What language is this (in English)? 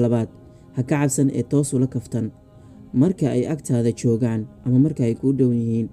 Somali